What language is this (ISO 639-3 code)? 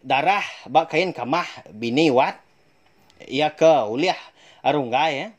iba